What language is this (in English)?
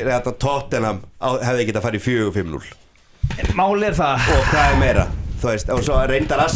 Icelandic